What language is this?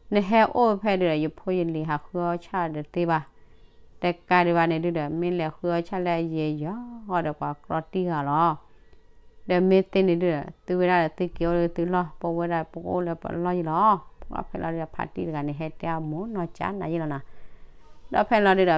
S'gaw Karen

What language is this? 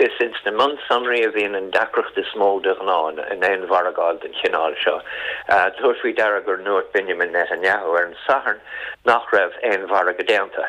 Irish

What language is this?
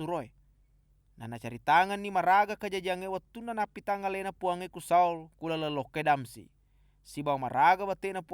Buginese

